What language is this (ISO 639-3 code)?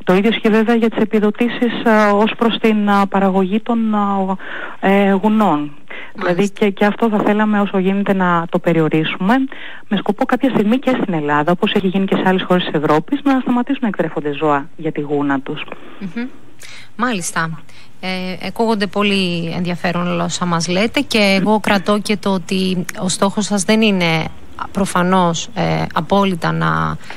ell